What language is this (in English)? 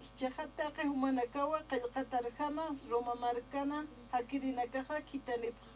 Aymara